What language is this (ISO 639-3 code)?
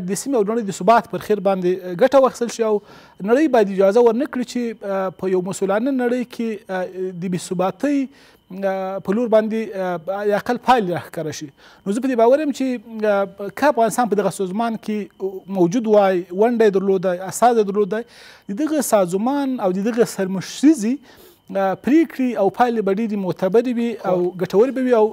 pus